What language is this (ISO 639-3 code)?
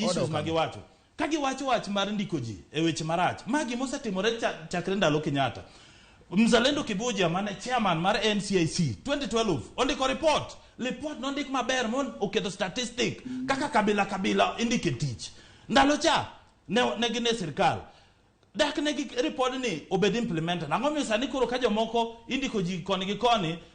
luo